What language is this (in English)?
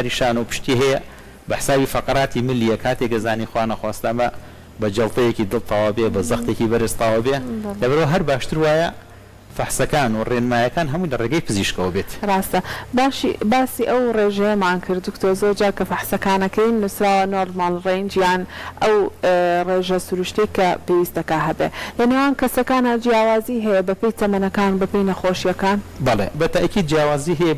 Central Kurdish